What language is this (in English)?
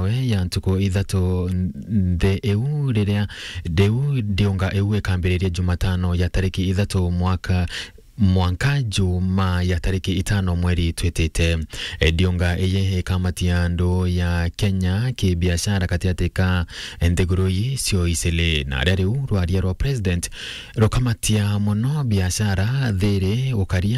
Meru